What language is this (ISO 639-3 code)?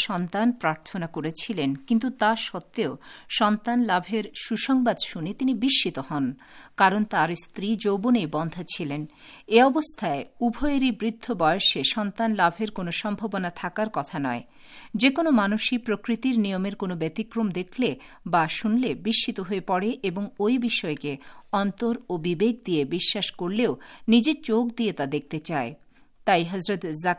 ben